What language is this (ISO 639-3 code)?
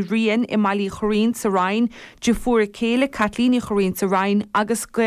gle